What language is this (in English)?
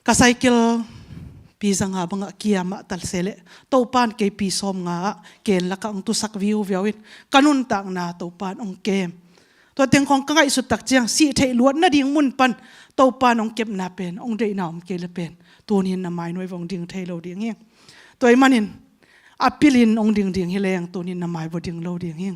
Tedim Chin